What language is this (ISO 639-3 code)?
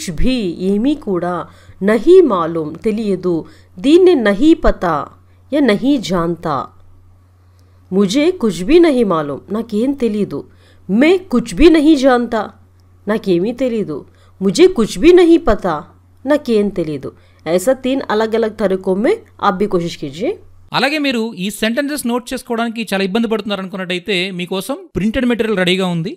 tel